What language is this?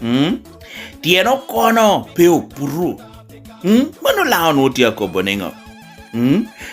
Lango (Uganda)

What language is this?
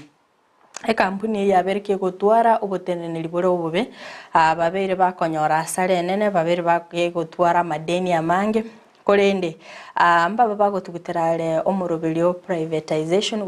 Gusii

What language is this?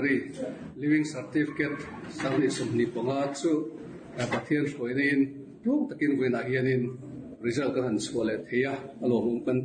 Mizo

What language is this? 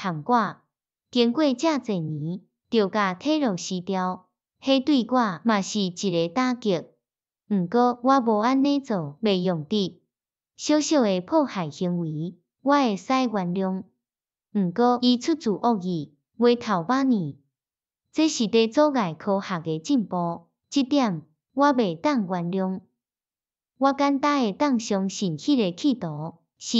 Min Nan Chinese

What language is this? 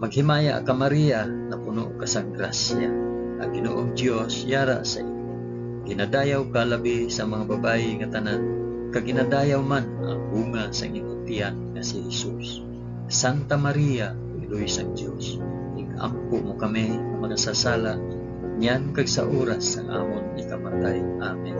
Hiligaynon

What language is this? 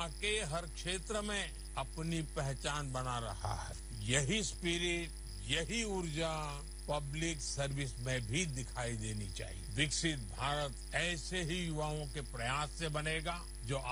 Hindi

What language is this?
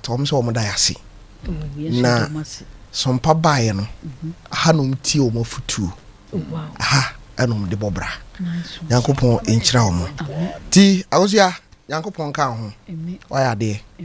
Akan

